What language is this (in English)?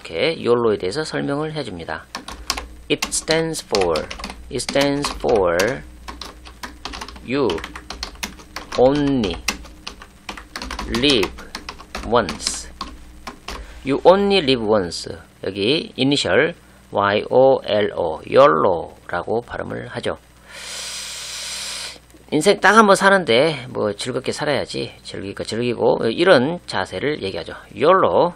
Korean